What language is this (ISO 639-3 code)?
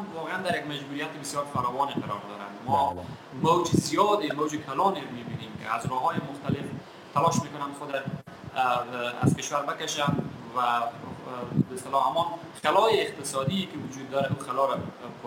fas